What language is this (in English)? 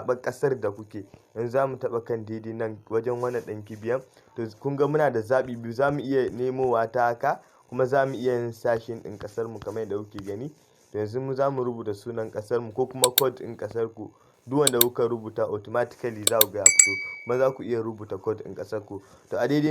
Hausa